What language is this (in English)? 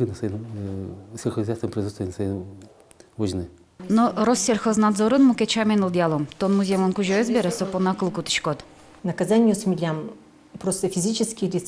Udmurt